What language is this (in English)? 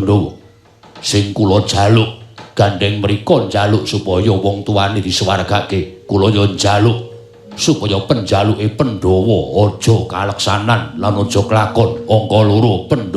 Javanese